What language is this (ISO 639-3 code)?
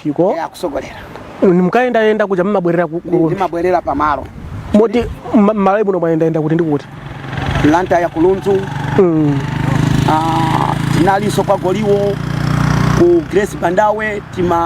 nya